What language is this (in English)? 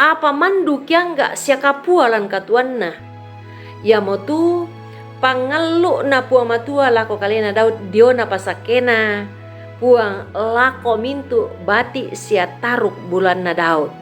Toraja-Sa'dan